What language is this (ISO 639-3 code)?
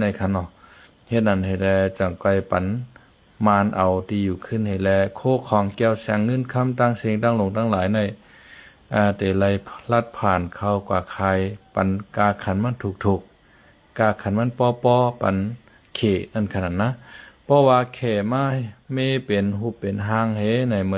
shn